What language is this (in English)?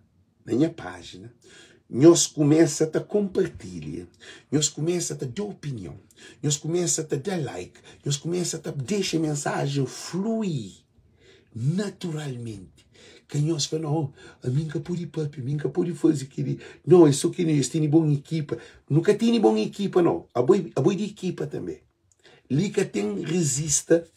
Kabuverdianu